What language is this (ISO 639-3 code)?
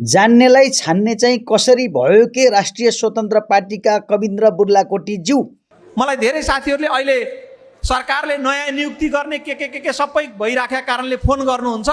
nep